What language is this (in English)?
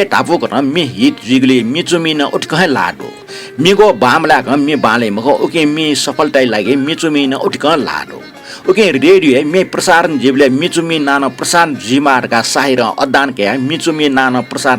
Newari